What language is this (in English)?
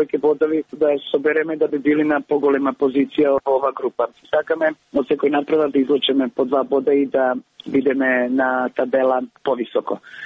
Macedonian